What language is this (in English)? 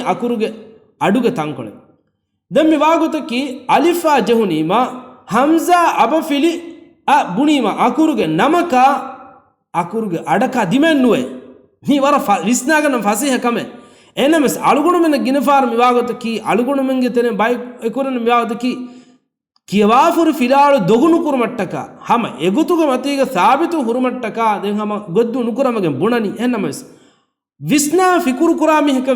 Divehi